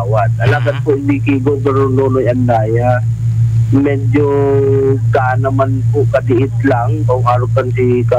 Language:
Bikol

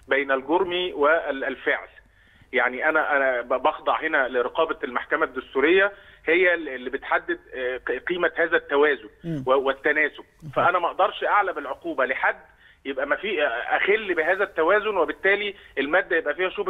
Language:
Egyptian Arabic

